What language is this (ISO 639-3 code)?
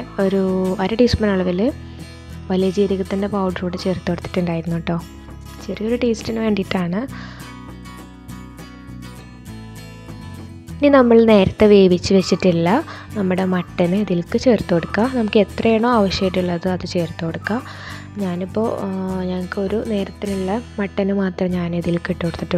mal